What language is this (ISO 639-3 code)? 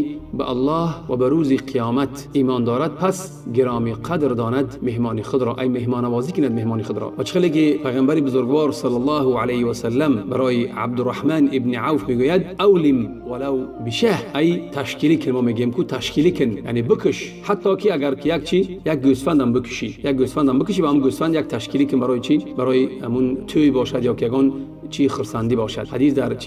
tgk